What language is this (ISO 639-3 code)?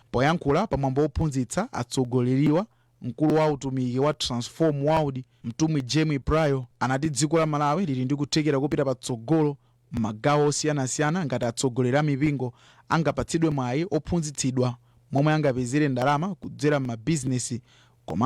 nya